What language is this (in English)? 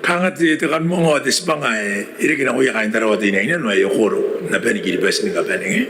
Gilbertese